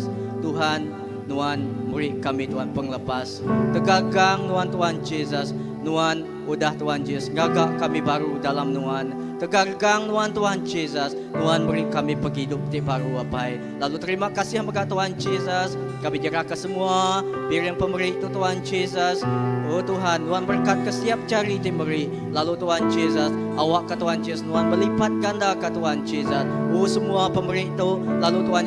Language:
Iban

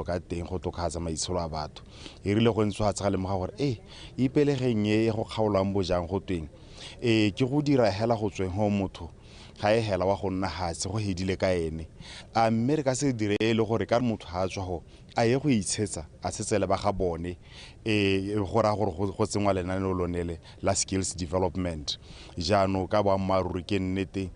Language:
Tswana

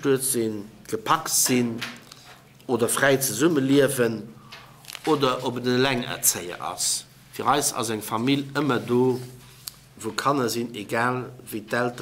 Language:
Luxembourgish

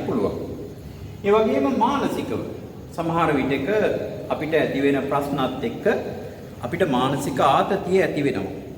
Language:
Sinhala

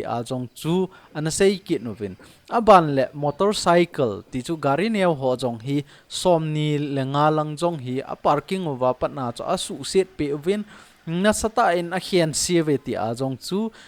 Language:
Thado Chin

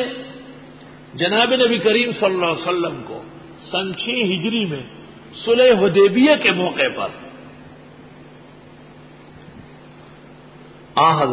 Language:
Urdu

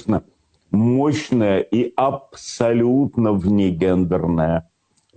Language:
Russian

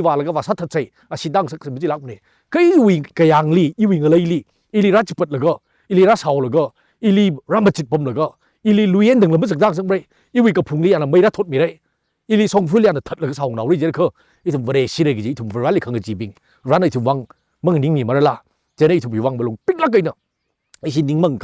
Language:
Tangkhul Naga (India)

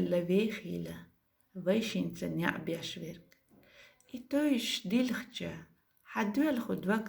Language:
Chechen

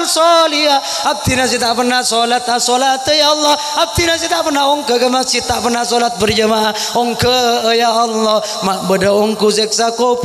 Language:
Madurese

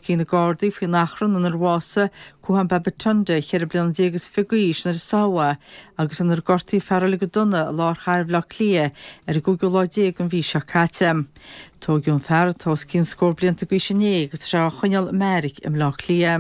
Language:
Irish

